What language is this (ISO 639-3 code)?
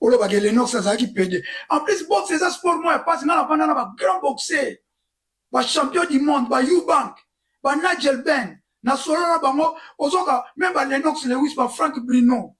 lin